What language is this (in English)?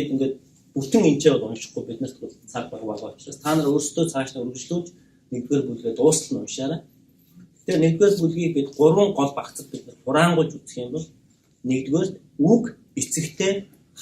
Mongolian